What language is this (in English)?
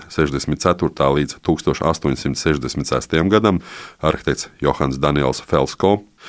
Latvian